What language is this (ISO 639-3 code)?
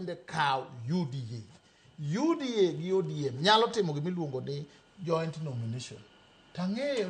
luo